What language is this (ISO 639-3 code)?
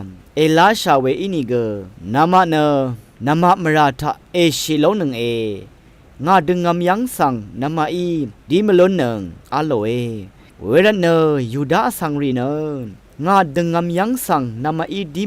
raw